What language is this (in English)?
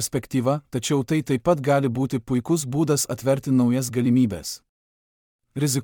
Lithuanian